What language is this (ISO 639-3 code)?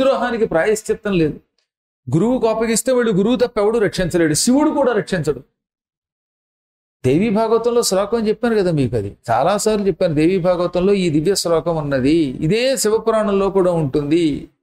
tel